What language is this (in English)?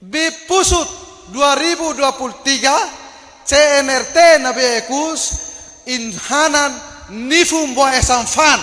Tetum